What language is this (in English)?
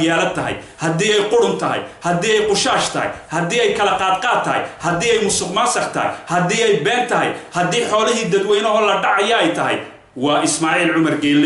Somali